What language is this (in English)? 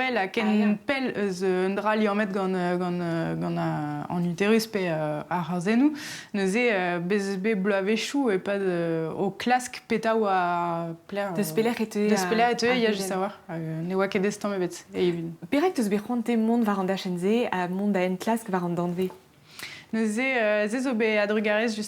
Breton